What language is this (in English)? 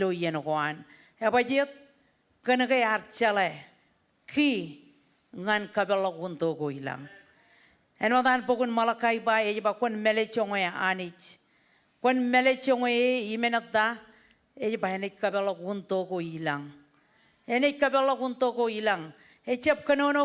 Marshallese